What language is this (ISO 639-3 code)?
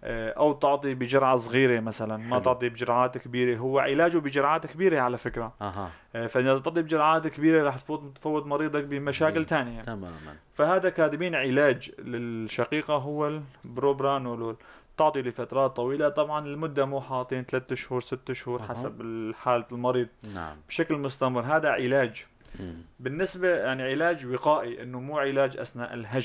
apc